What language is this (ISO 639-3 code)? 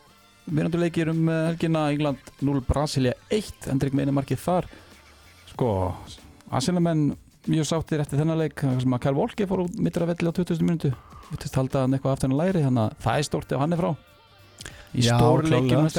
isl